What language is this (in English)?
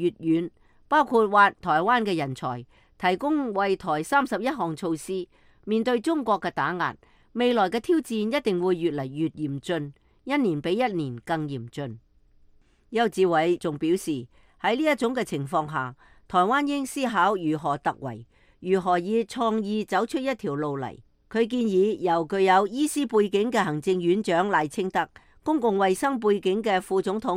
Cantonese